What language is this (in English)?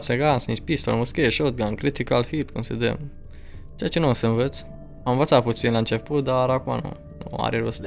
Romanian